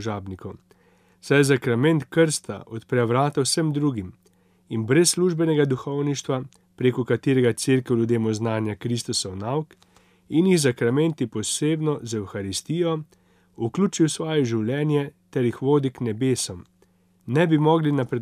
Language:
Slovenian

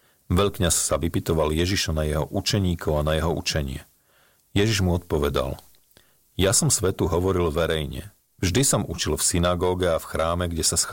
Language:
Slovak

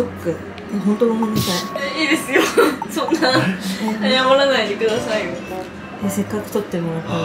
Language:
Japanese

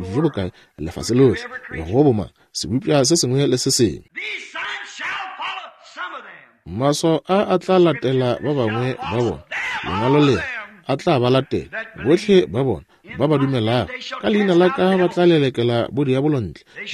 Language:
Northern Sotho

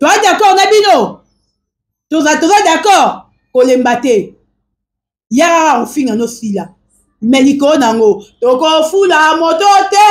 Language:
Lingala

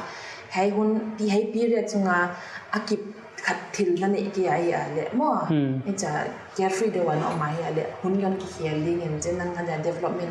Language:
Paite Chin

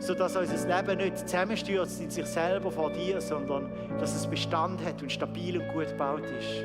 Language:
Swiss German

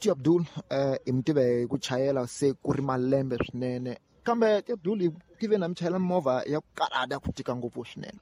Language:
Tsonga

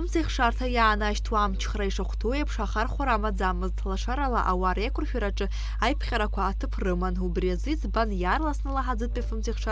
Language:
Abkhazian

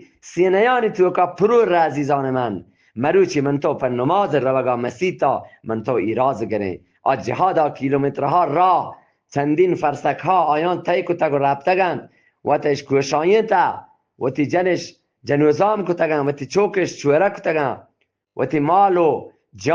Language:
Eastern Balochi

